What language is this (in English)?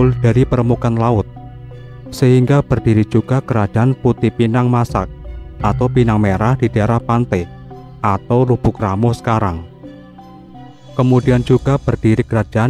Indonesian